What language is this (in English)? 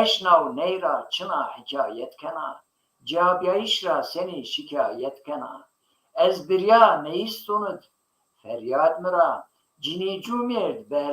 Zaza